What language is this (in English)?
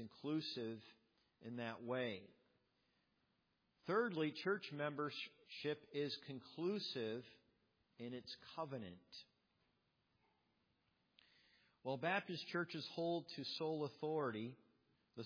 English